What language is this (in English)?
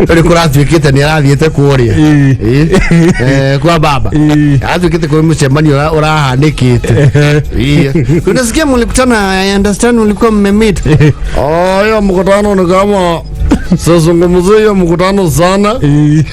Kikuyu